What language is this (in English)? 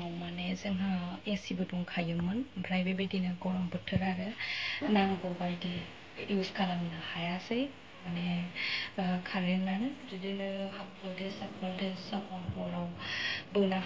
Bodo